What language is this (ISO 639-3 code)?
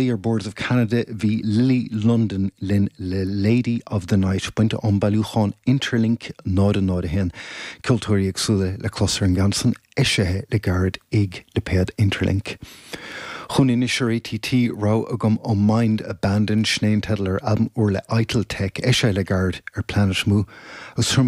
gle